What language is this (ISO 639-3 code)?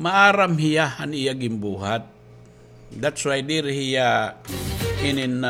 war